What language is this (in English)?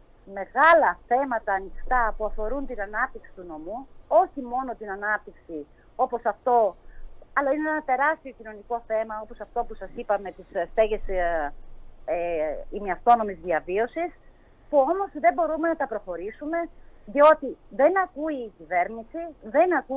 Greek